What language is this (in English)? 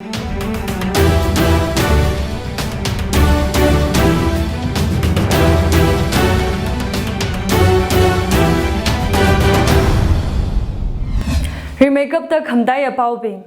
Tangkhul Naga (India)